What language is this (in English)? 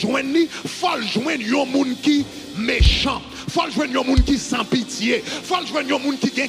Haitian Creole